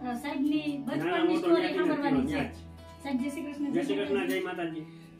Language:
Gujarati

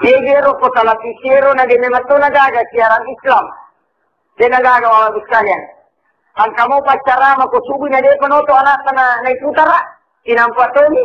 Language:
Buginese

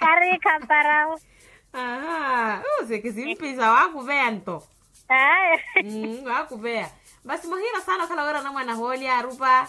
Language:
Makhuwa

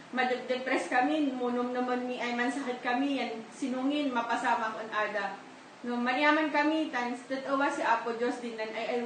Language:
Kankanaey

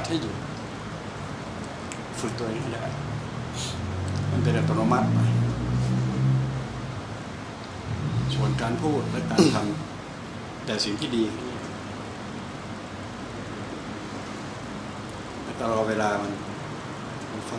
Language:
Thai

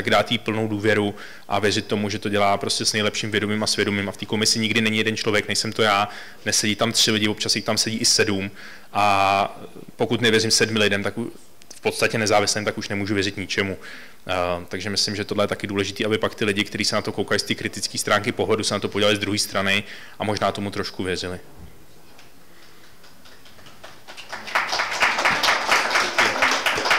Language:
Czech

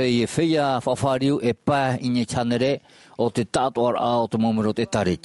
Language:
Tahitian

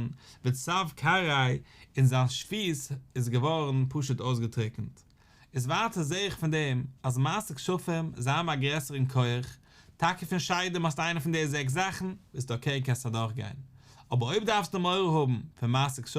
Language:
Yiddish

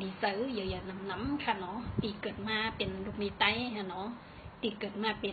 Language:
Shan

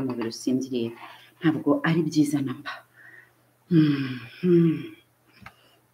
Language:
Kinyarwanda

